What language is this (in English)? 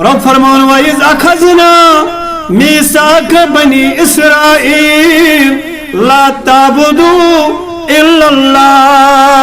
Kashmiri